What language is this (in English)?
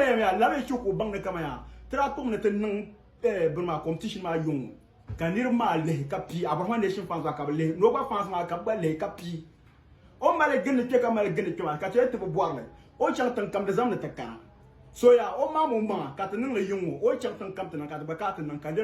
Dagbani